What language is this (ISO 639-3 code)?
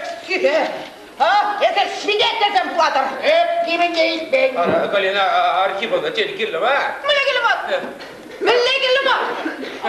chv